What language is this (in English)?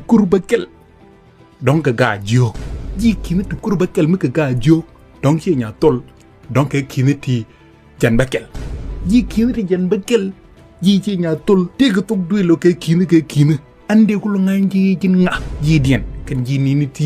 Nuer